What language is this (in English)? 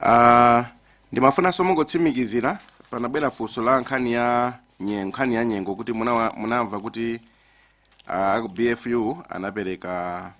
Nyanja